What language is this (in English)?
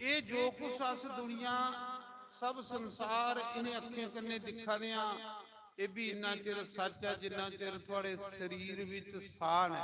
Dogri